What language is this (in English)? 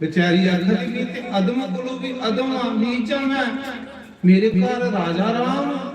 Dogri